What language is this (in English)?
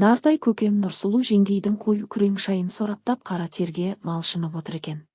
Kazakh